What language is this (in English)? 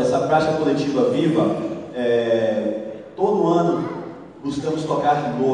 Portuguese